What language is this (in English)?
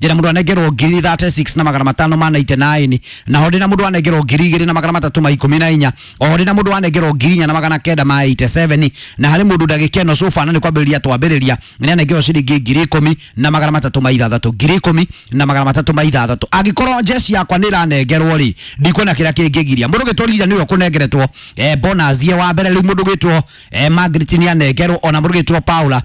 Kikuyu